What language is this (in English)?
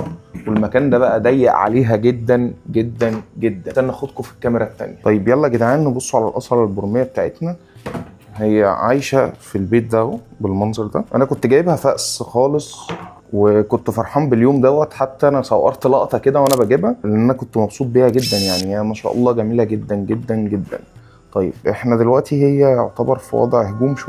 Egyptian Arabic